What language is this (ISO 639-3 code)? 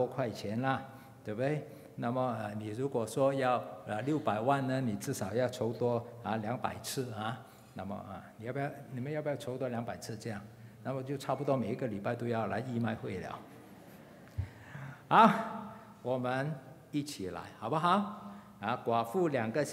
zho